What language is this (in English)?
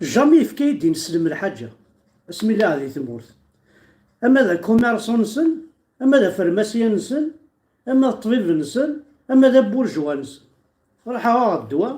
Kabyle